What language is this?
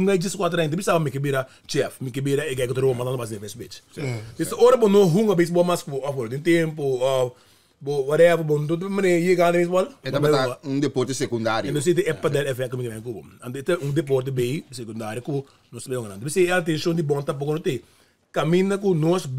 Papiamento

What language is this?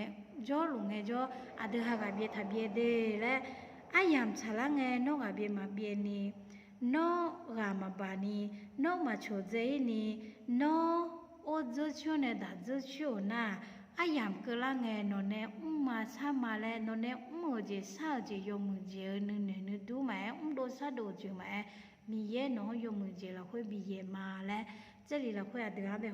Akha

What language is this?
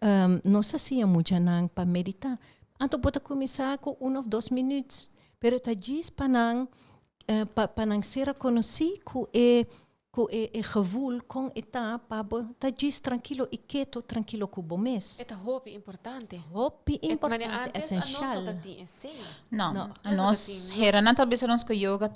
Papiamento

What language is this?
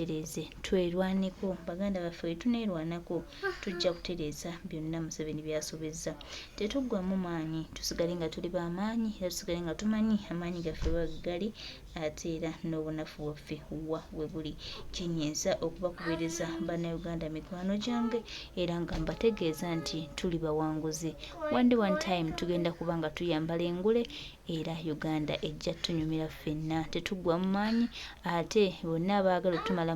Ganda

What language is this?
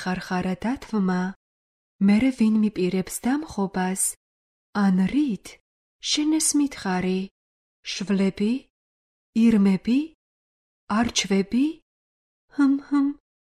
Georgian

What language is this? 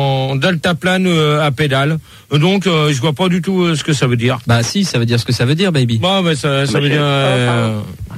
French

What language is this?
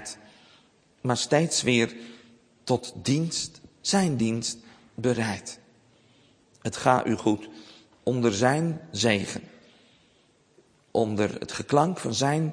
Dutch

